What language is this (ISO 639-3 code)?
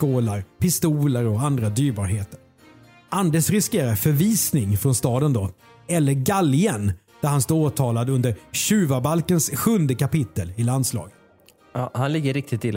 swe